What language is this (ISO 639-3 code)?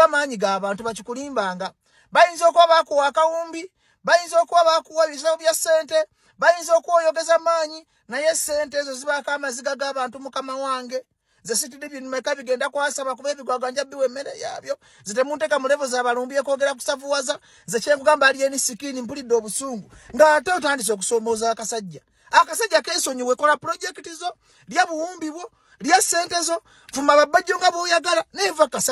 lug